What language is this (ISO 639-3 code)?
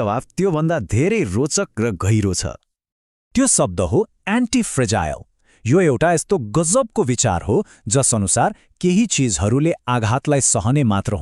nep